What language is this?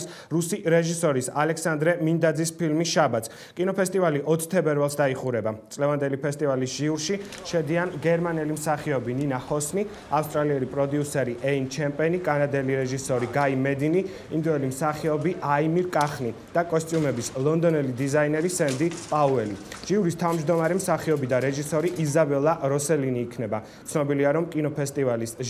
Georgian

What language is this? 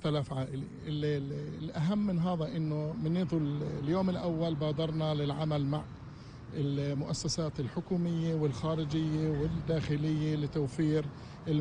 North Levantine Arabic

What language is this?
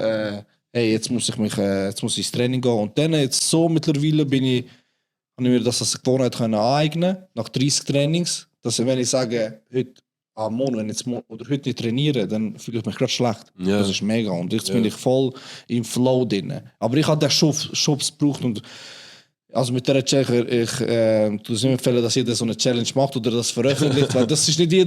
Swiss German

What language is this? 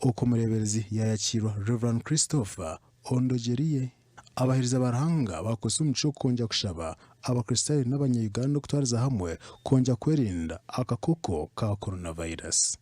Nyankole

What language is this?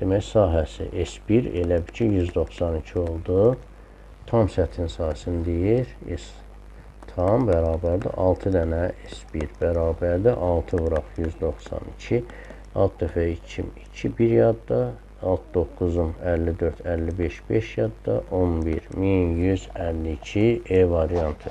Azerbaijani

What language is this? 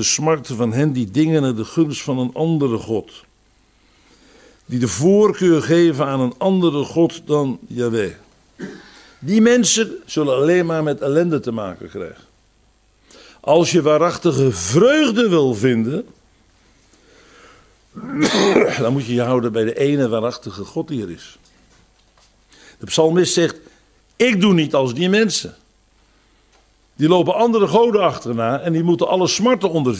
Dutch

